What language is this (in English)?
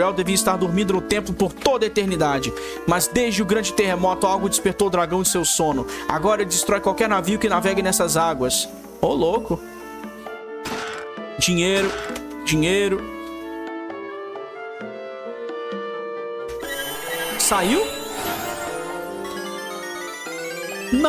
Portuguese